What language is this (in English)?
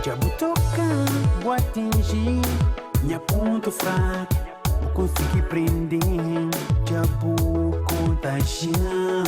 Kabuverdianu